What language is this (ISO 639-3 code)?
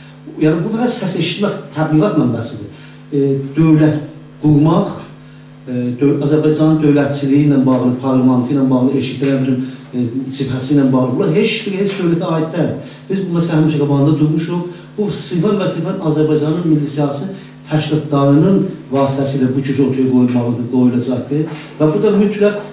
azb